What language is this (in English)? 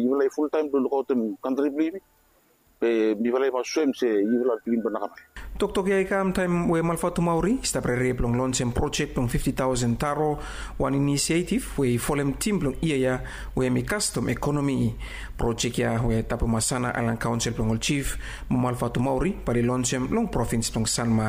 Bislama